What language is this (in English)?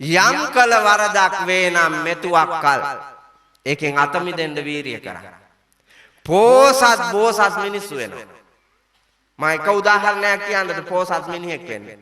Sinhala